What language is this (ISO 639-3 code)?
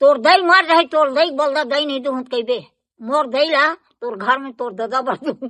hne